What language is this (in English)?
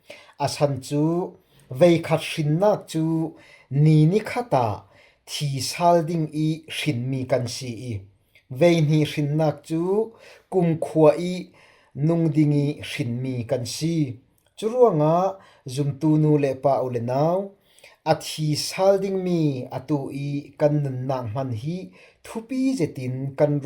Falam Chin